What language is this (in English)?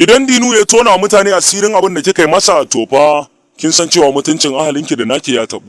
Hausa